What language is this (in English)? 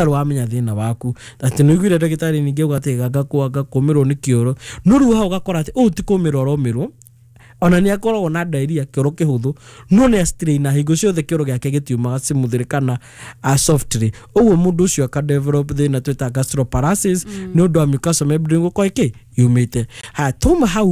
Kikuyu